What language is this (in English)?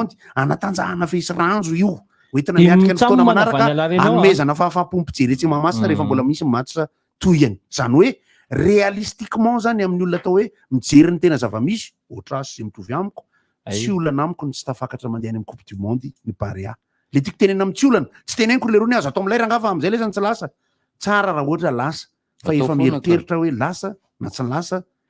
Malagasy